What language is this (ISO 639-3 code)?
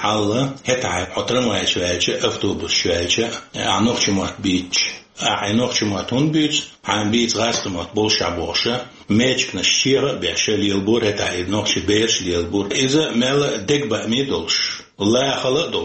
che